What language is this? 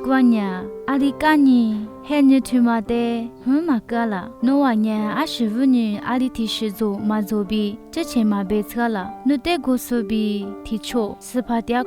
Lisu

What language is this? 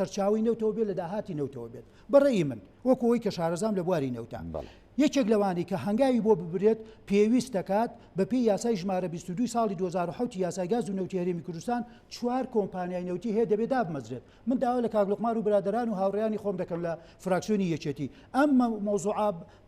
Central Kurdish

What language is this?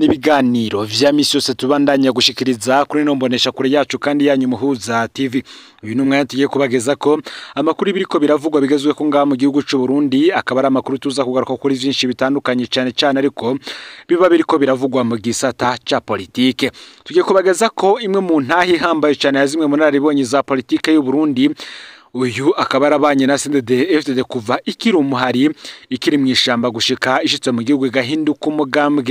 Rundi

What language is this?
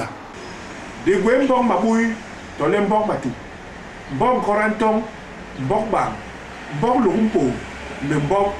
Basaa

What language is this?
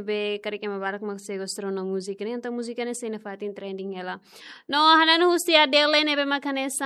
Tetum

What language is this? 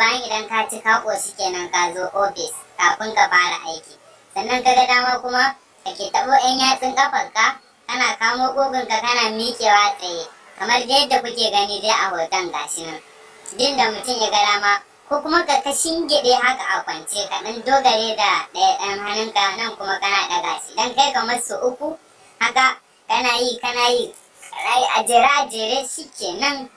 Hausa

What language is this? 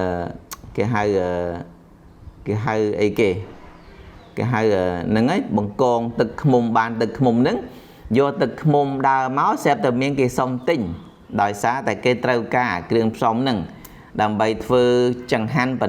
Khmer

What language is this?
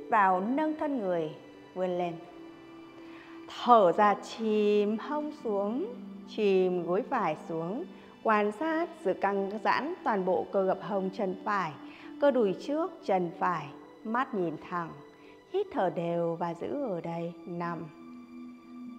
Vietnamese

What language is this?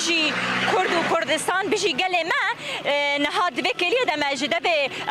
Kurdish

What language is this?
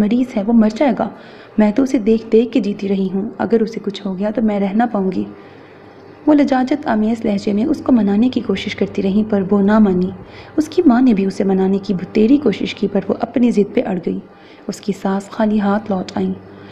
Urdu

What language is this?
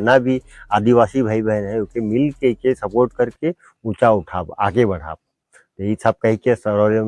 Sadri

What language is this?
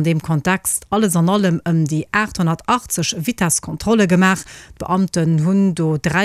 Luxembourgish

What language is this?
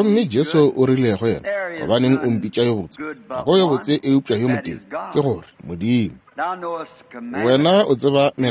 Northern Sotho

